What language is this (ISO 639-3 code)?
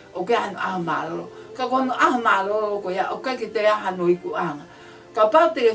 ton